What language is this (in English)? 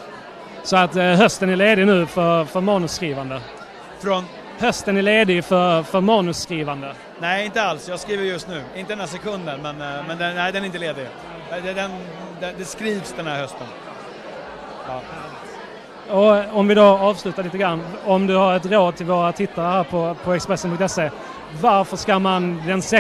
Swedish